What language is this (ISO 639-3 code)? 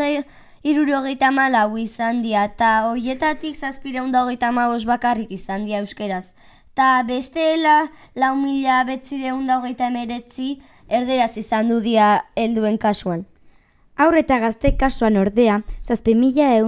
eus